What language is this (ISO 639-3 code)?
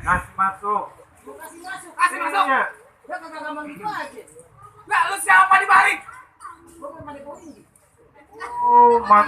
bew